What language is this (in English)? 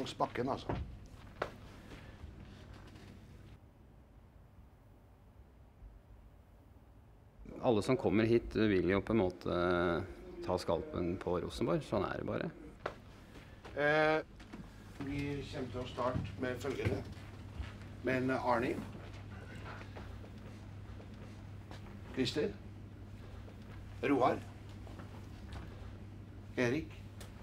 Norwegian